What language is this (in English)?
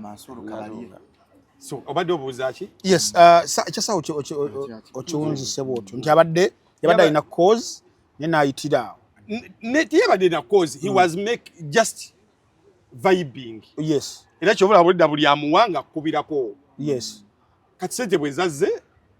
Ganda